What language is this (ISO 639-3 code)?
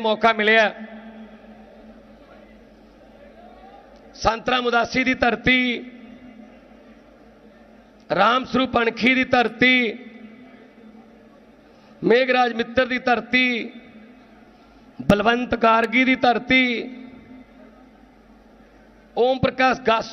pan